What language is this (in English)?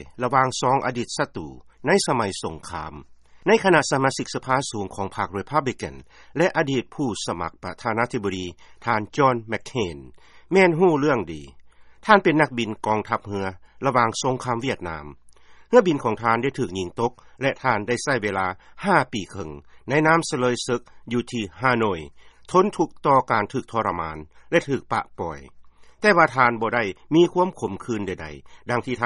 Lao